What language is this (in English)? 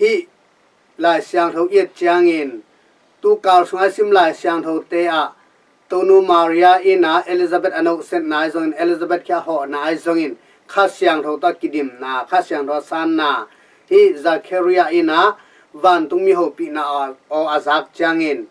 Tedim Chin